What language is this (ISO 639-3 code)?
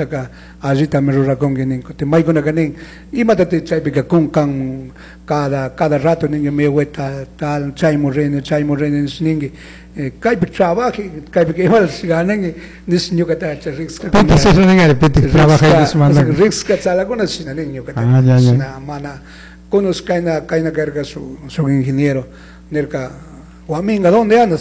qug